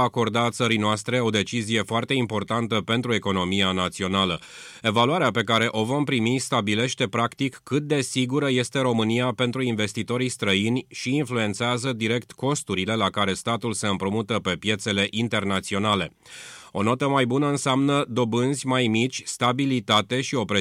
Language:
Romanian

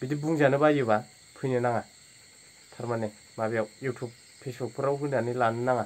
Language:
Bodo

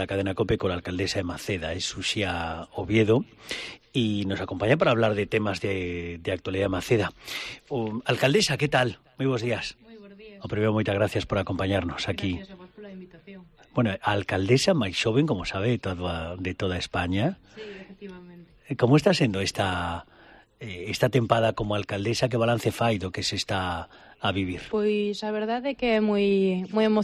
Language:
Galician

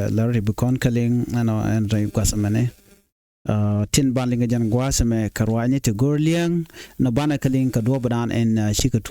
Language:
Nuer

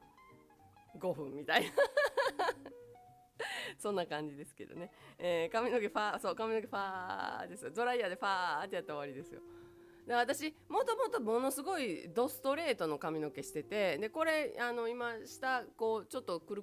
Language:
Japanese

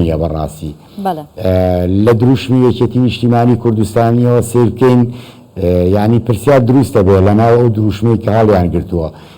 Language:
Central Kurdish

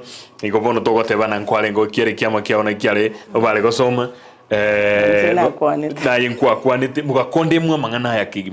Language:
Gusii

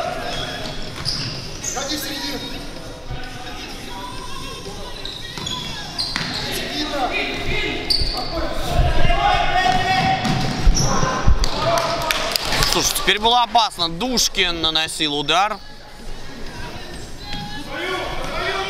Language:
Russian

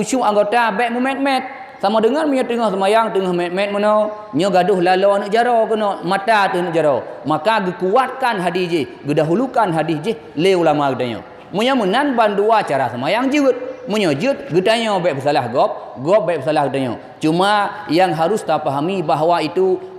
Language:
Achinese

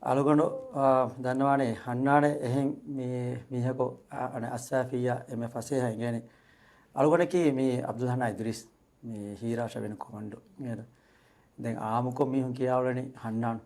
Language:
Divehi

